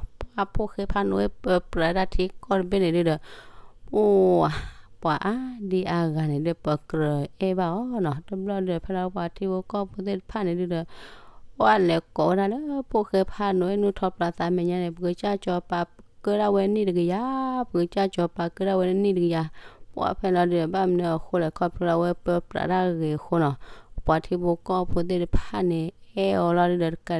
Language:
S'gaw Karen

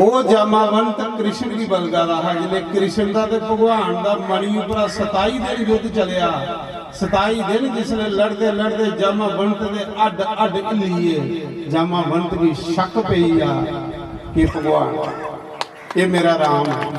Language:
Dogri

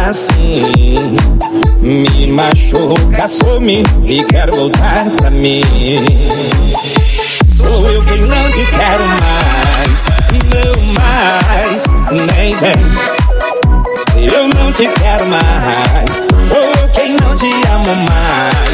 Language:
Portuguese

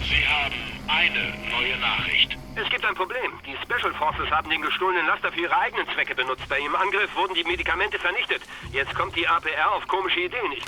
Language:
Bavarian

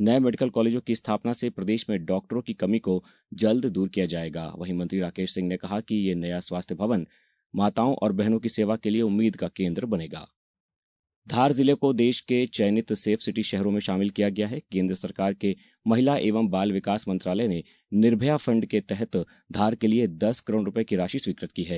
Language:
Hindi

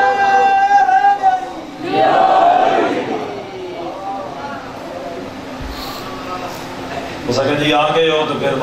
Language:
Urdu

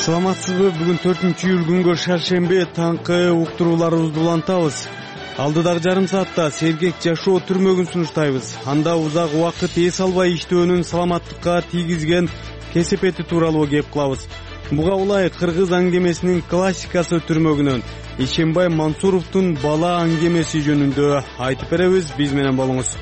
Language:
Kyrgyz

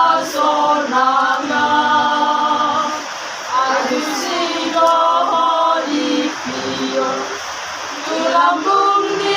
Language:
Batak Toba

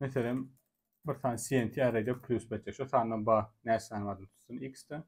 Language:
Turkmen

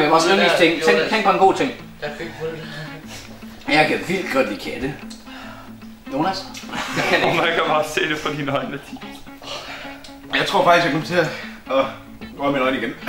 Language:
Danish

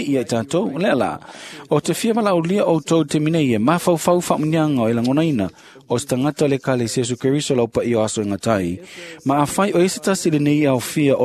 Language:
Samoan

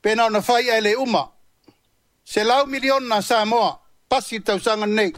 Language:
Samoan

